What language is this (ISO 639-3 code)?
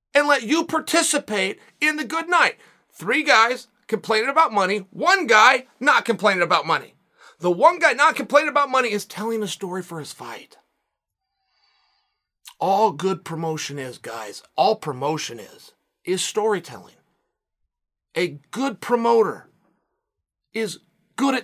eng